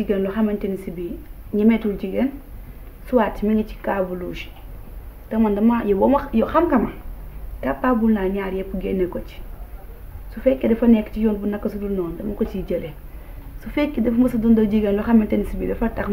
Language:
Wolof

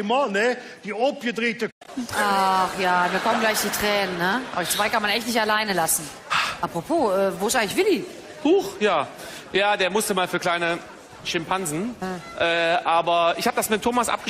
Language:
Colognian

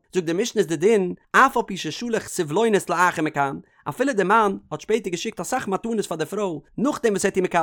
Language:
Yiddish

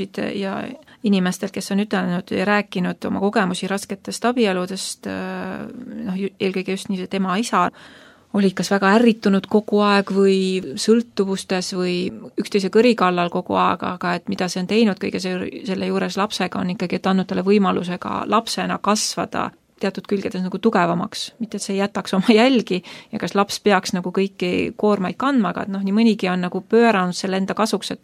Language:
Estonian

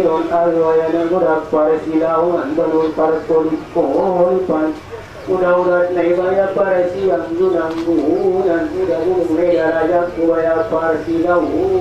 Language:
Batak Angkola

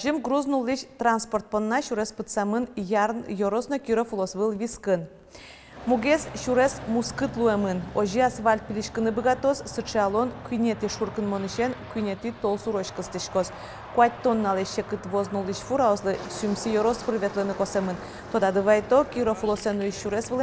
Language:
Udmurt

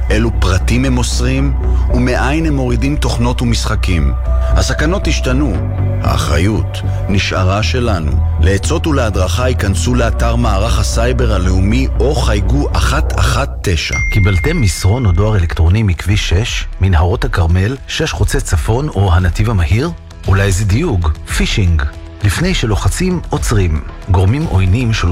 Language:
Hebrew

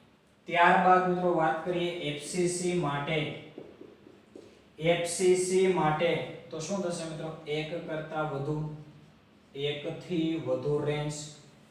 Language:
Gujarati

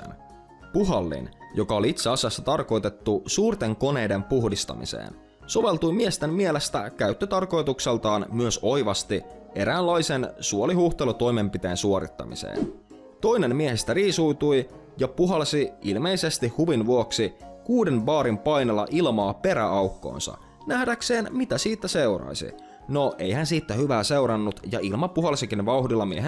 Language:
Finnish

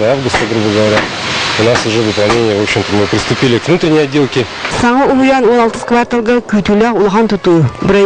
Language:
Yakut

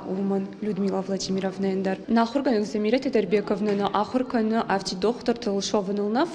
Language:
Ossetic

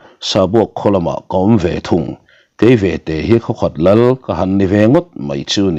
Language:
Mizo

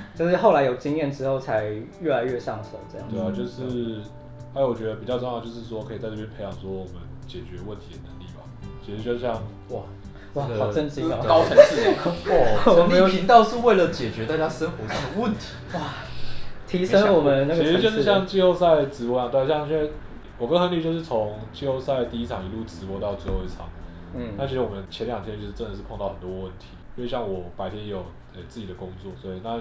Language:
Chinese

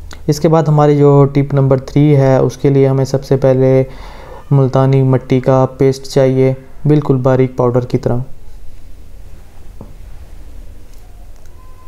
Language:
Hindi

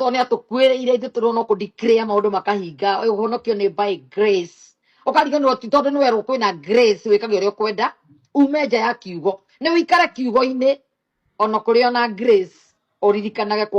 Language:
Kikuyu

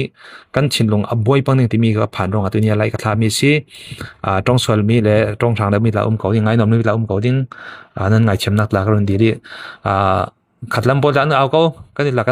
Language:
Falam Chin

